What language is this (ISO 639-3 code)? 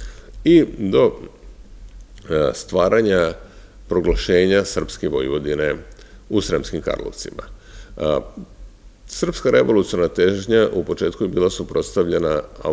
srp